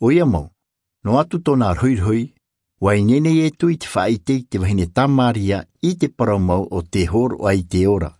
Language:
Tahitian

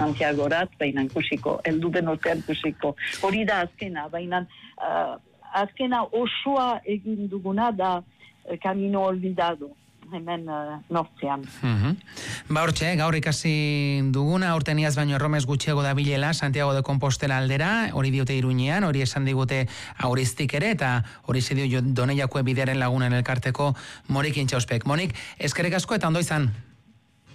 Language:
Basque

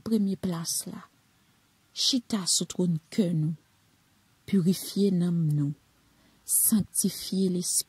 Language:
Haitian Creole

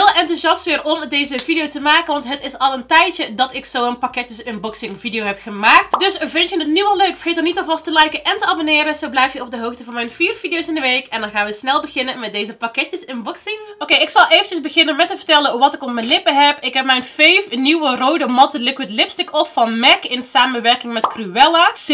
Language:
Dutch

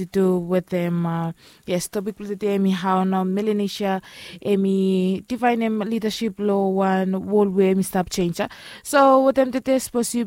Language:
Bislama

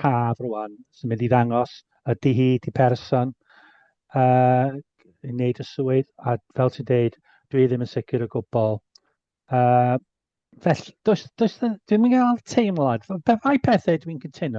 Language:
Welsh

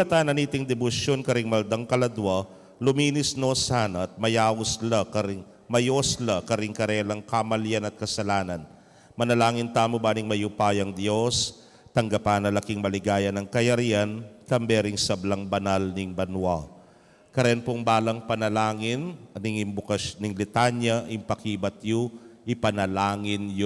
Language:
Pampanga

